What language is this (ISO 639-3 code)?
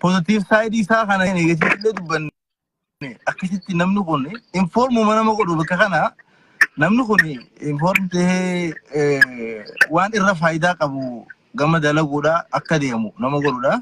orm